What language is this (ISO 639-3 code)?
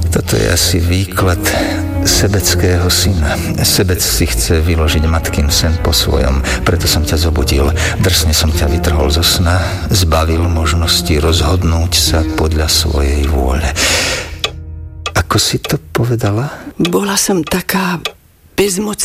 slk